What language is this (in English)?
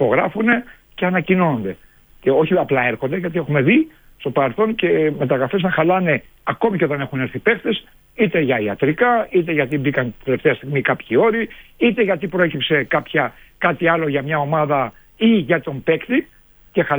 Greek